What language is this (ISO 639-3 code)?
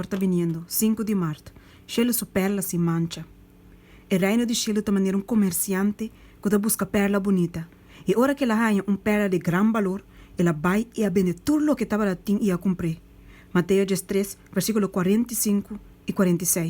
pap